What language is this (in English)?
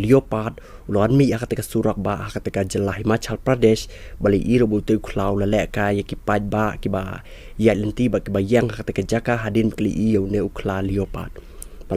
Khasi